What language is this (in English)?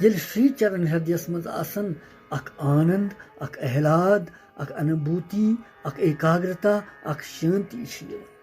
Kashmiri